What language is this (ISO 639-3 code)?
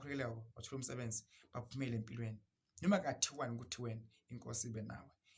zul